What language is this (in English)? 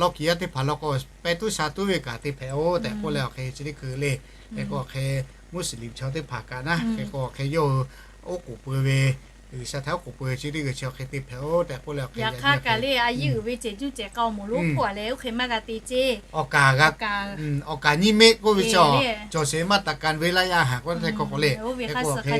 Lahu